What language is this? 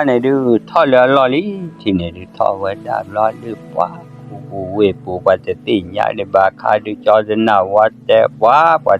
S'gaw Karen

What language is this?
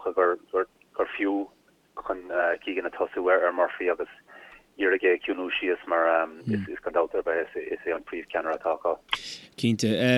Irish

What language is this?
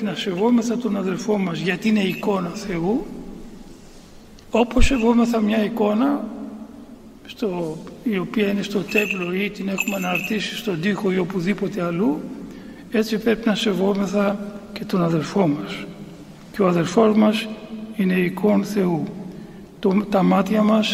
Greek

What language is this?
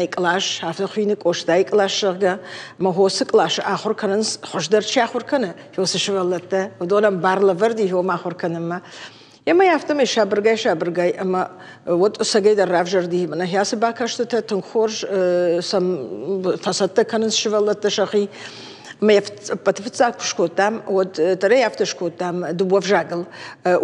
Ossetic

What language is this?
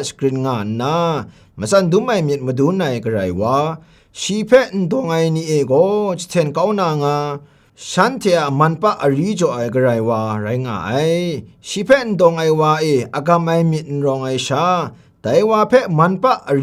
Kachin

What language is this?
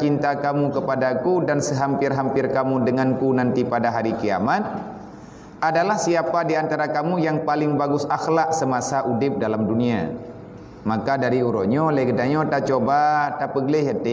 Achinese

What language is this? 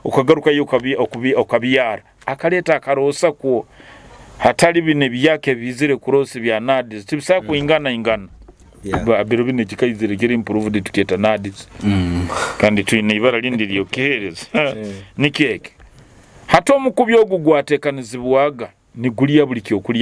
Nyoro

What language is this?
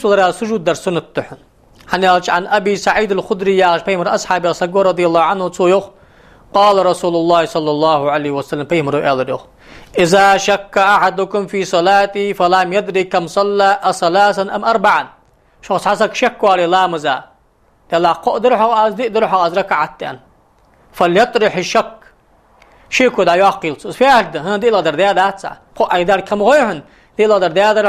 Ingush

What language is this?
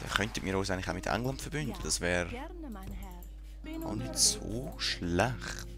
Swiss German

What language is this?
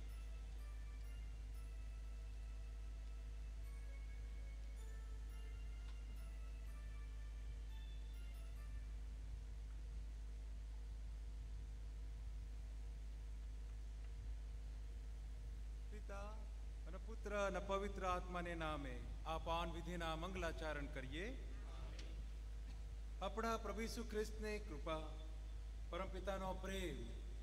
Gujarati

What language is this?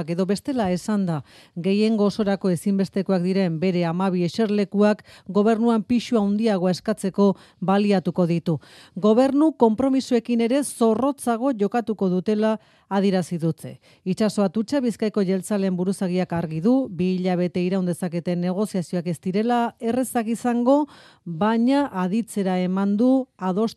Basque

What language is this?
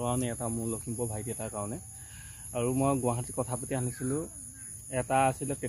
Assamese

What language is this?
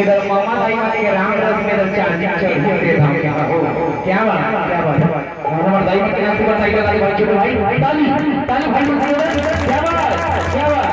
Chhattisgarhi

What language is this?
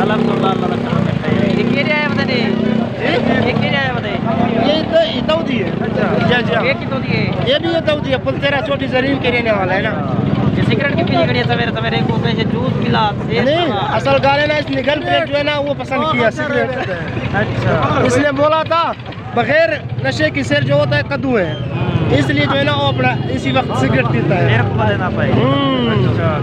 Saraiki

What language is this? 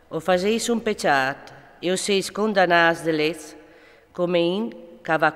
Friulian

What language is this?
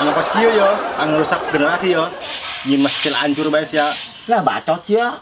Sundanese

